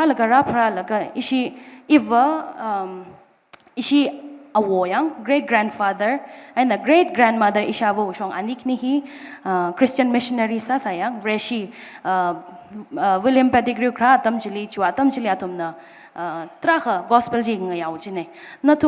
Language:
Tangkhul Naga (India)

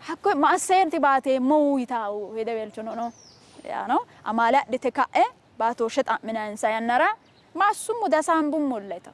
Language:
Sidamo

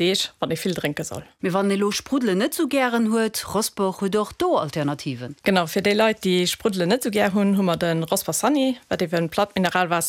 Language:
Luxembourgish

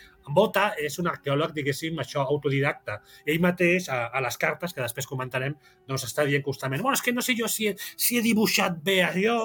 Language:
Catalan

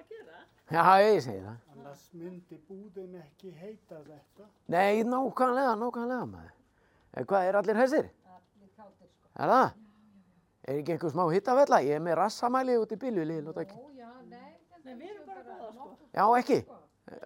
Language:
Icelandic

